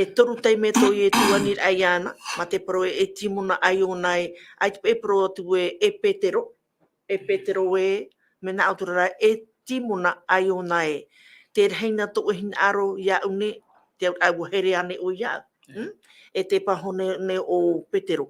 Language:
Tahitian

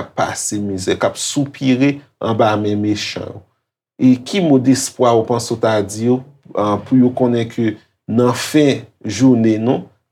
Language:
Haitian Creole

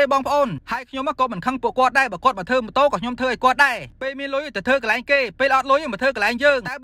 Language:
Khmer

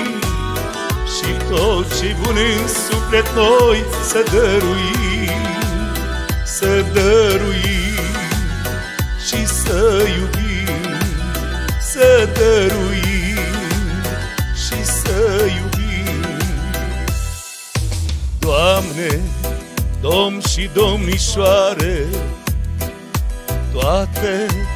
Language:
Romanian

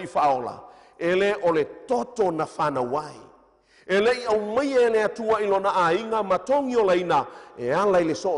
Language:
Samoan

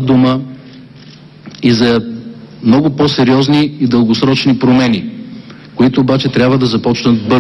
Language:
Bulgarian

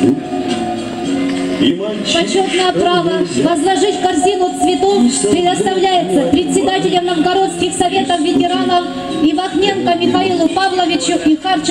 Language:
Russian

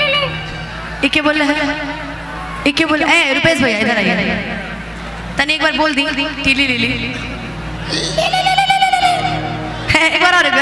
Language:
Bhojpuri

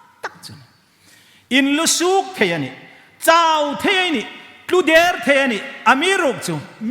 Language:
Hmar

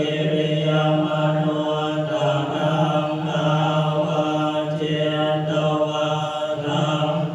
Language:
Pali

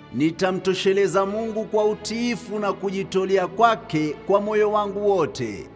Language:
Swahili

